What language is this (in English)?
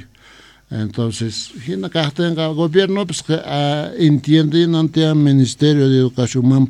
Quechua